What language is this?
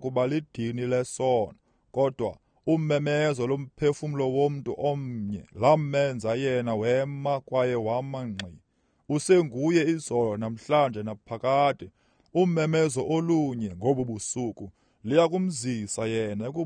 Xhosa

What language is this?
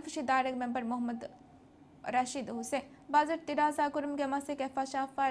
Divehi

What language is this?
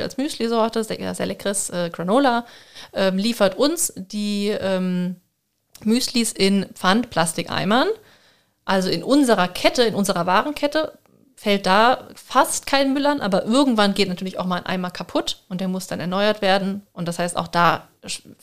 German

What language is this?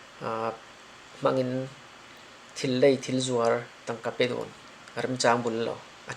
Falam Chin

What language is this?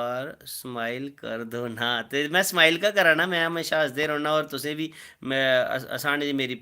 Dogri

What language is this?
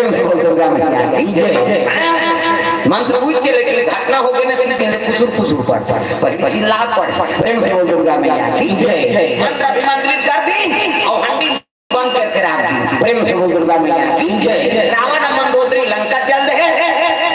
Chhattisgarhi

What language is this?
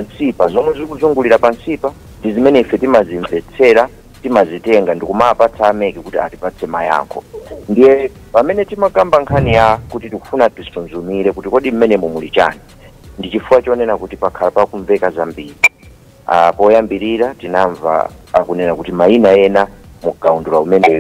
Nyanja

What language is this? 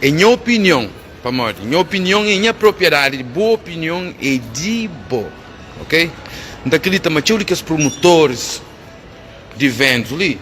Kabuverdianu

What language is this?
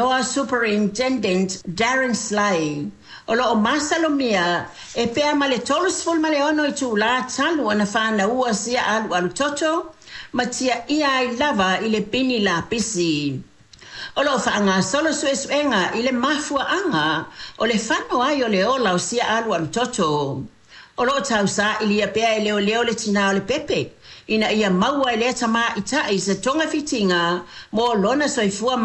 Samoan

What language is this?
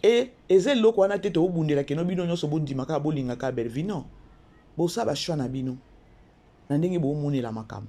Lingala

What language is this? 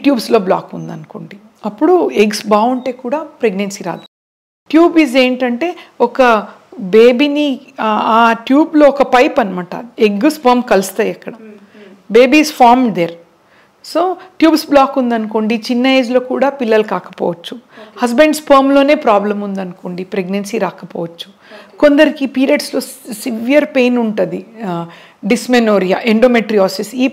Telugu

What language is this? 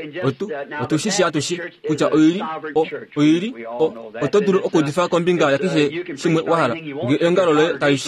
Kuanyama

